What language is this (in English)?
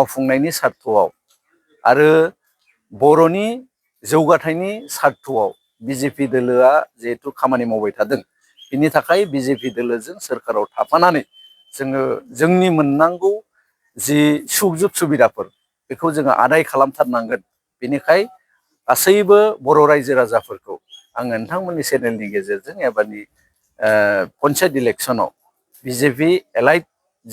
Bodo